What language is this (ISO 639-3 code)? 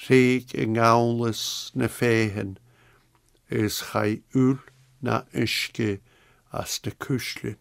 gla